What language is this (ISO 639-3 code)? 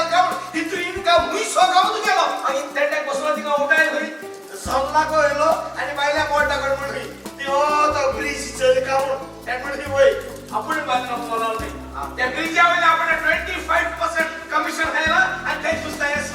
kok